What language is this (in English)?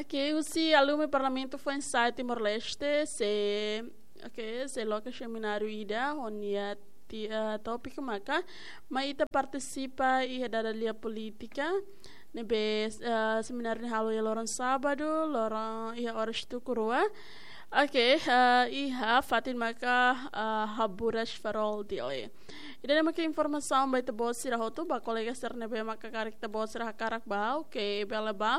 Tetum